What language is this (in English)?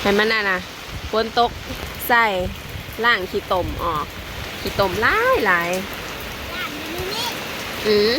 Northeastern Thai